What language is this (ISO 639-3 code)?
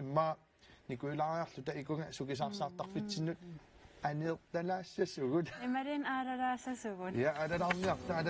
kal